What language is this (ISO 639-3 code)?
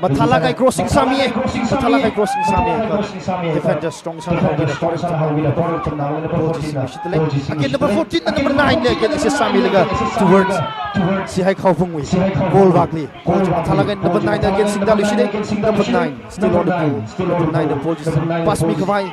nmf